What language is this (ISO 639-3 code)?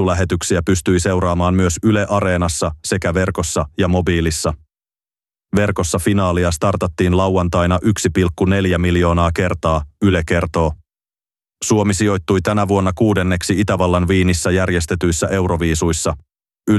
fin